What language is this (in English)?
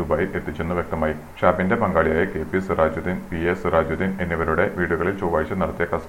Malayalam